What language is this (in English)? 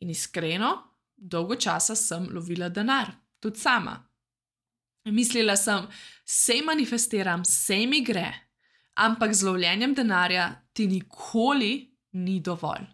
Slovenian